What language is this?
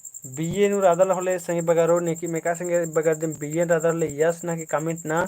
Kurukh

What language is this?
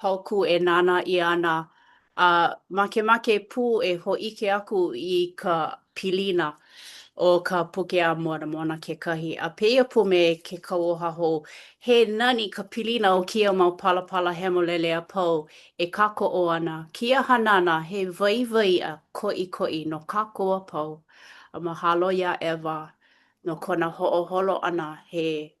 Hawaiian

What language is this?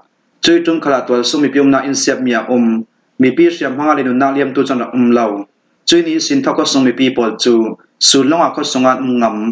Falam Chin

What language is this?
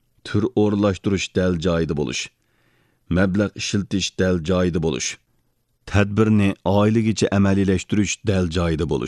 Uyghur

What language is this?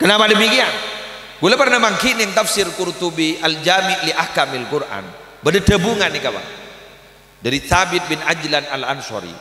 Madurese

